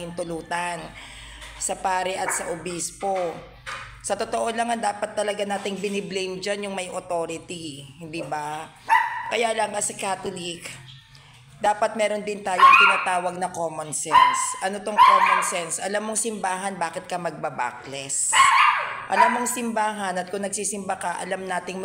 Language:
Filipino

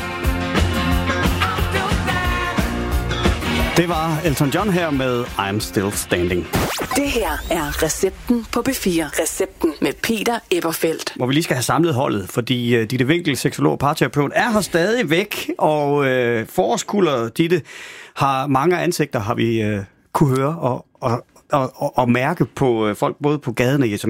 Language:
Danish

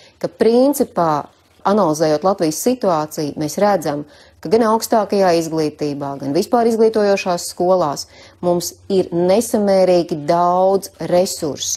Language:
Latvian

